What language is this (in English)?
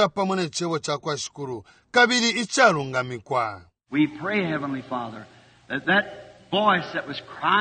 Bemba